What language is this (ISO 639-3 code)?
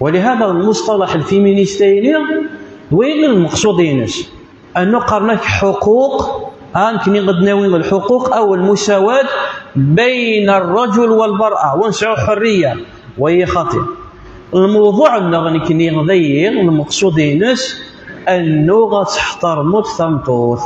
kab